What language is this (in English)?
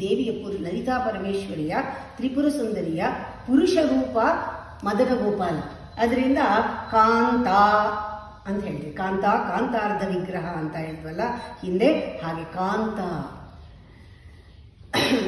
Kannada